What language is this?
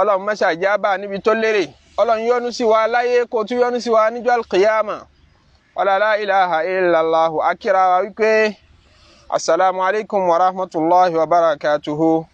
Yoruba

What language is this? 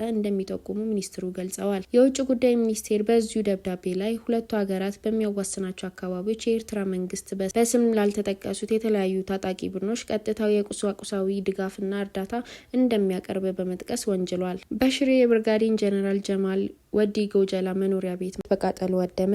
Amharic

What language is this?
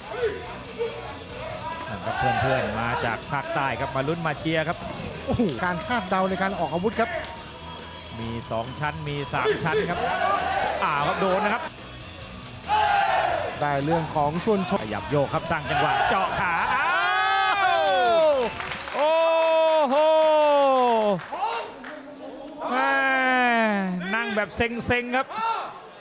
Thai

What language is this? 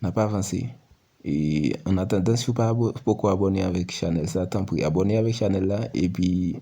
Haitian Creole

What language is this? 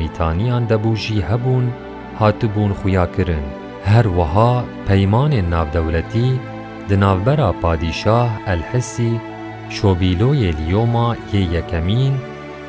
Kurdish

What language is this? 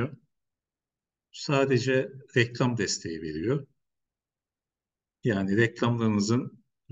Turkish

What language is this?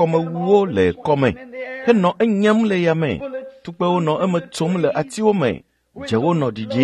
Ewe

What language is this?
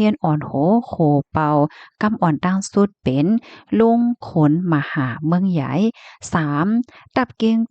Shan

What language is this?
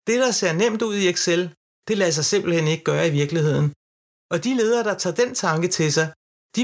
Danish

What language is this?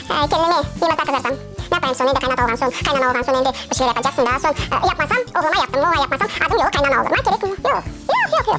Crimean Tatar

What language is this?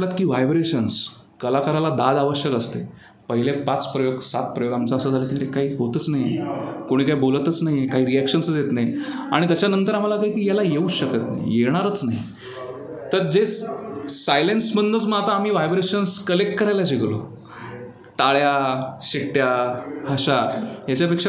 Marathi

